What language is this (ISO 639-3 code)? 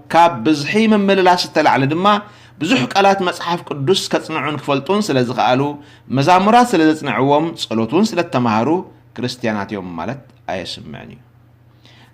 tir